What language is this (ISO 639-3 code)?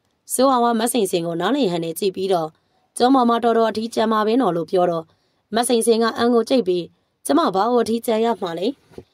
mya